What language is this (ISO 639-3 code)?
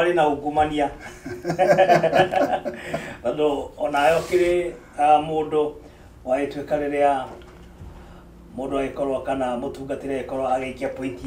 kik